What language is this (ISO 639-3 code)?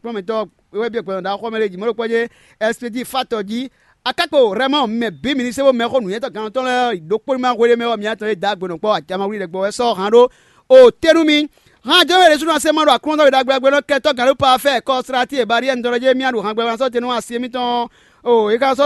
fon